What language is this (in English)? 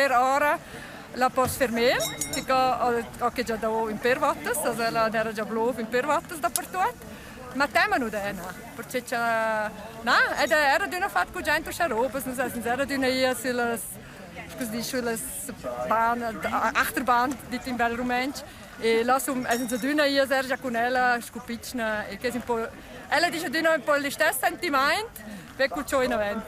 Romansh